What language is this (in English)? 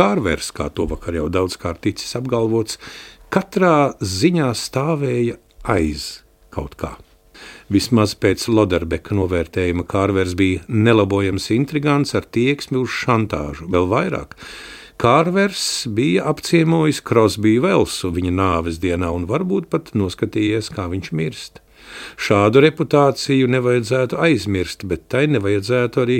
Latvian